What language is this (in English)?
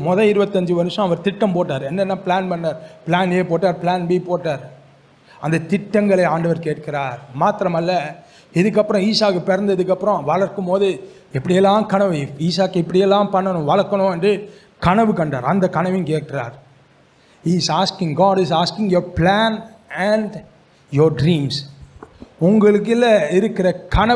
Tamil